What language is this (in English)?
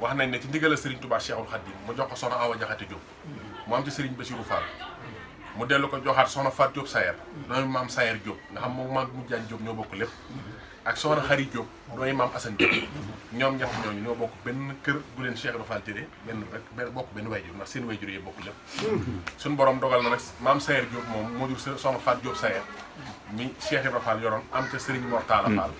Wolof